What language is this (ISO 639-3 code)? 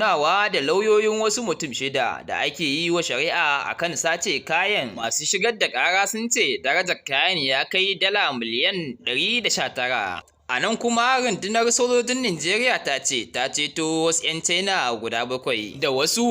hau